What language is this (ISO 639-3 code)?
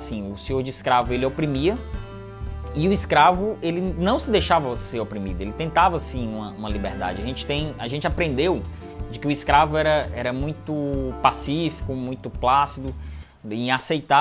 por